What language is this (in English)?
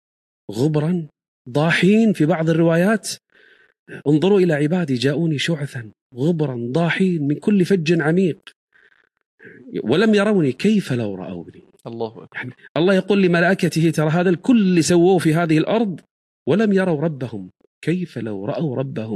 Arabic